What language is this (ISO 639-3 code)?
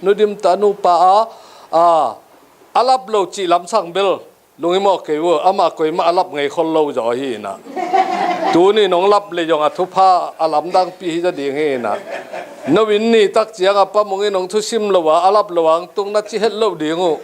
ctd